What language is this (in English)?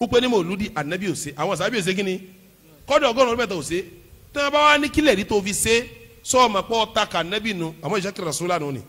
Yoruba